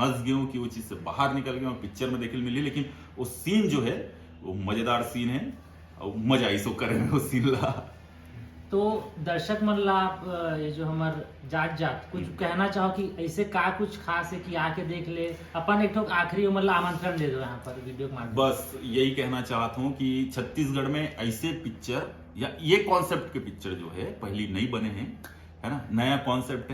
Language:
Chhattisgarhi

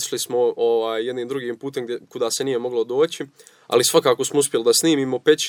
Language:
Serbian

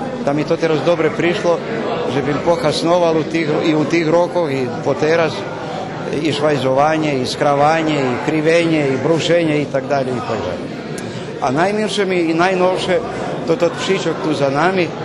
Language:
Rusyn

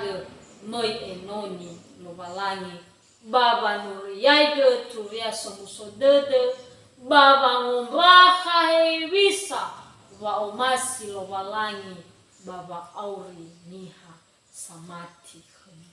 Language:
Nias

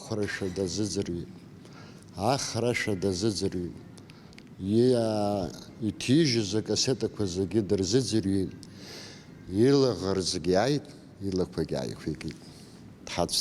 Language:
Abkhazian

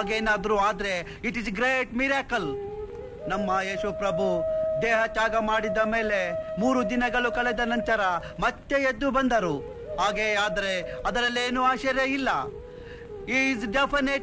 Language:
Kannada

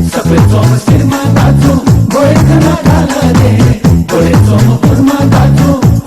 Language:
Newari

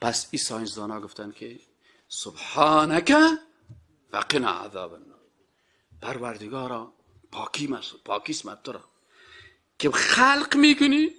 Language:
Persian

